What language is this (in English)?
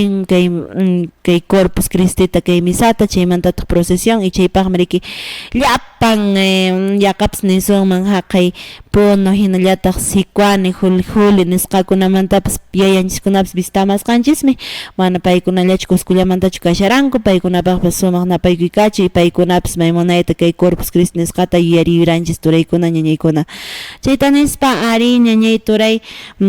Quechua